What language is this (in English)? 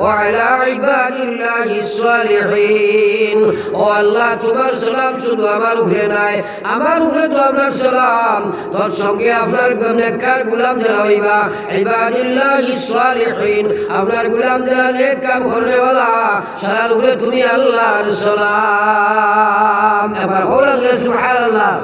Sylheti